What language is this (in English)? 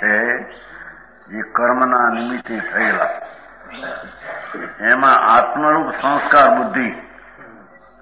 Gujarati